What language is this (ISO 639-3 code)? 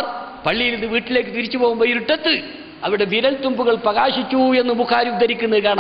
mal